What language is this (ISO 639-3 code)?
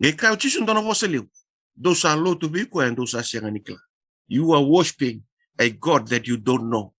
fij